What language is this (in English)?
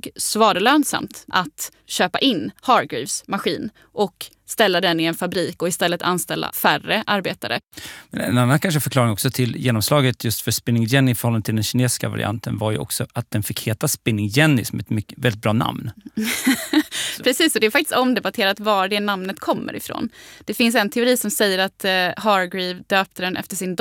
Swedish